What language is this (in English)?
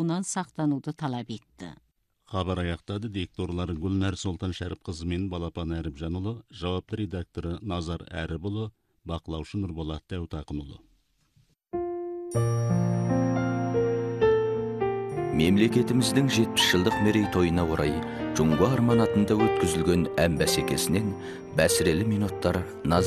Kazakh